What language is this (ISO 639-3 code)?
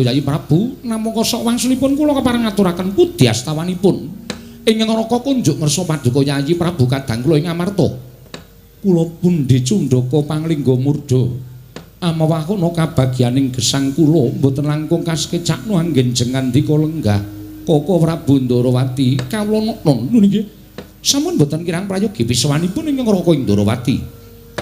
jav